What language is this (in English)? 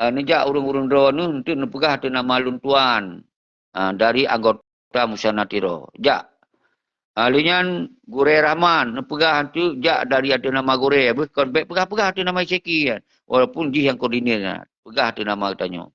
Achinese